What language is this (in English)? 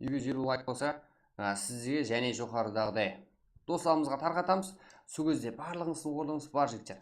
Kara-Kalpak